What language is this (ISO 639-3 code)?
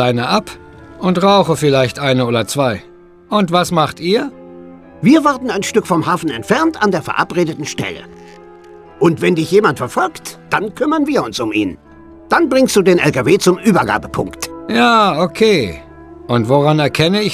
bar